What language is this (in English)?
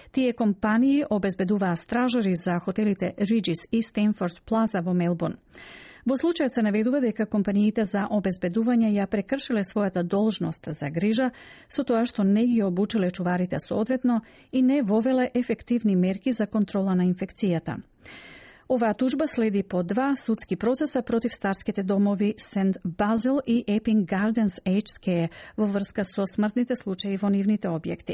Macedonian